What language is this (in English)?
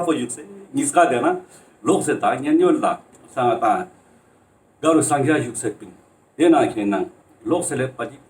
Ladakhi